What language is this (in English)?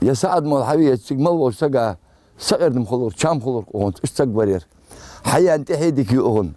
Ingush